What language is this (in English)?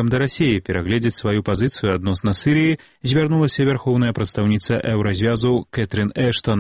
Belarusian